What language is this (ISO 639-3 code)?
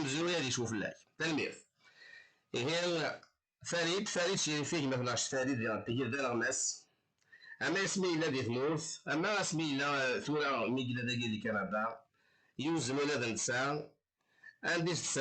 kab